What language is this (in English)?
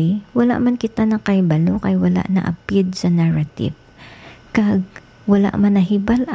Hiligaynon